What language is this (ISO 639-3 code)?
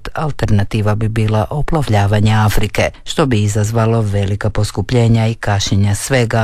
hrv